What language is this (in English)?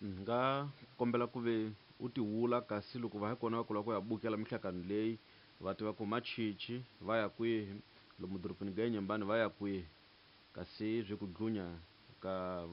Tsonga